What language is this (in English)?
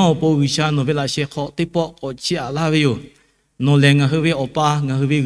Lahu